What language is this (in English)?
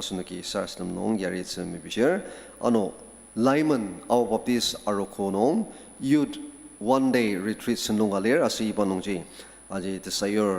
Ao Naga